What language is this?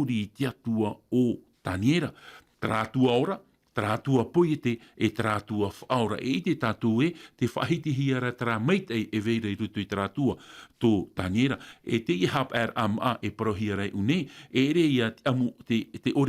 Tahitian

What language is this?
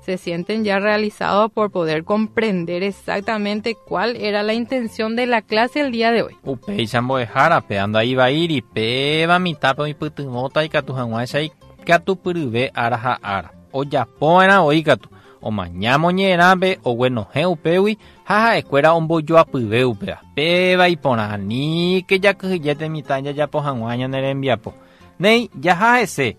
Guarani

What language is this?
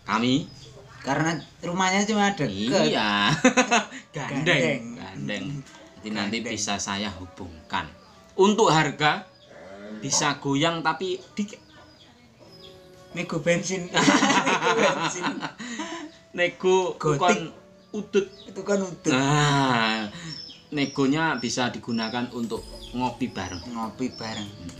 Indonesian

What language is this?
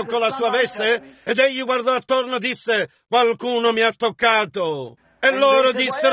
Italian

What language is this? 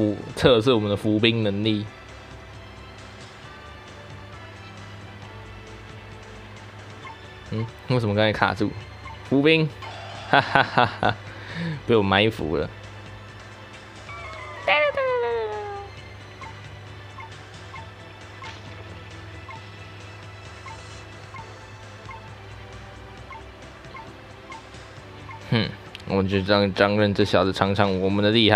Chinese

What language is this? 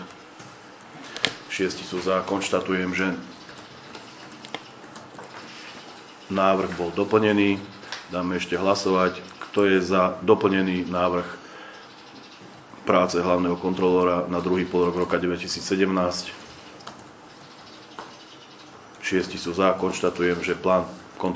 Slovak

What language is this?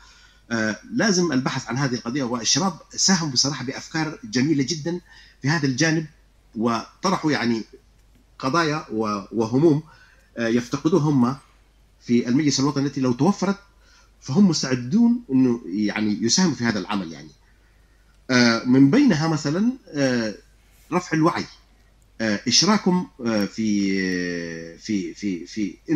Arabic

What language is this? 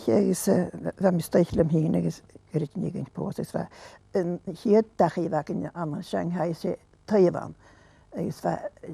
Scottish Gaelic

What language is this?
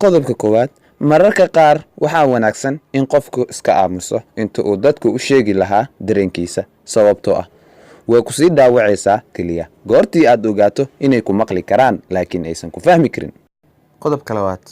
Somali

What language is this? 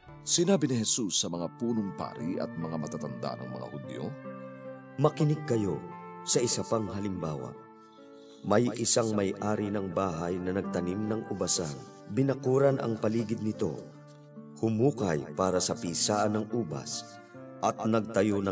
Filipino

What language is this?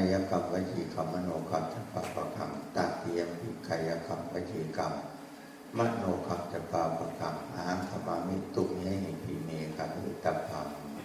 Pali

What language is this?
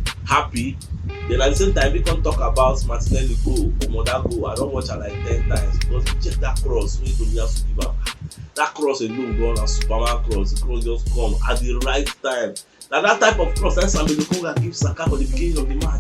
Nigerian Pidgin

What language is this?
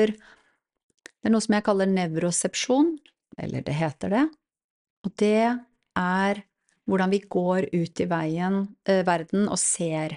Norwegian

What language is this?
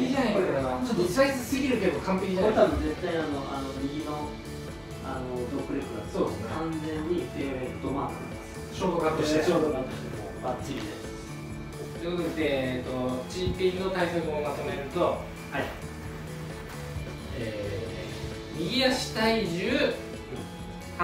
Japanese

